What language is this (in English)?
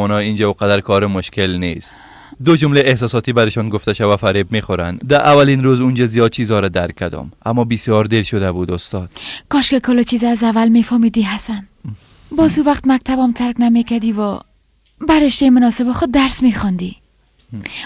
Persian